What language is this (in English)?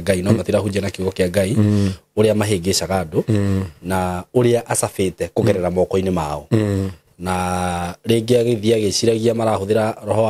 Kikuyu